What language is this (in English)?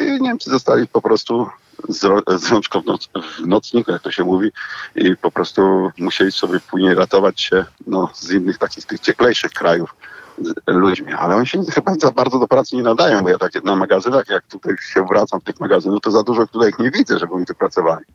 Polish